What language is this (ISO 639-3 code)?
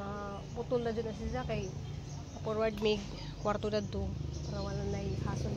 ceb